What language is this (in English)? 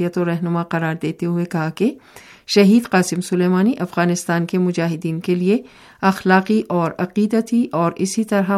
Urdu